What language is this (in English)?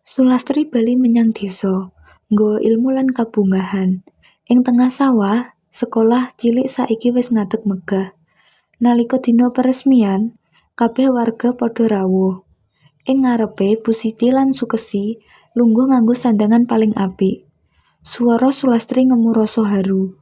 Javanese